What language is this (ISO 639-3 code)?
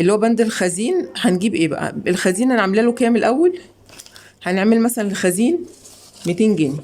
arz